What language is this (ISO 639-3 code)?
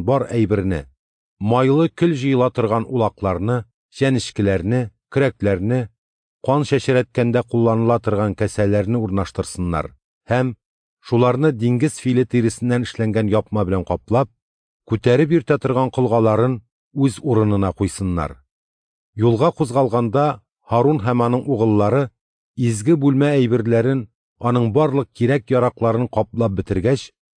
tat